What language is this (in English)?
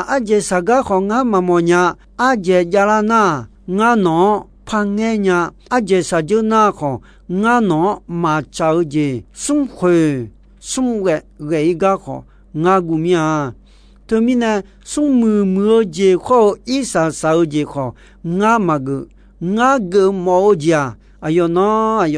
Akha